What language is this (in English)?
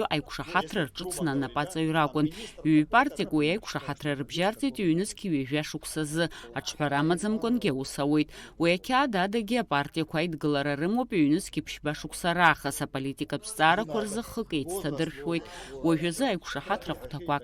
Abkhazian